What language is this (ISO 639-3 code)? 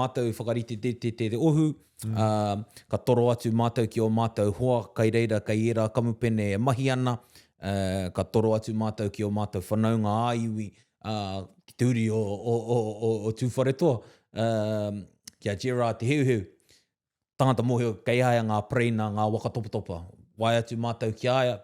mri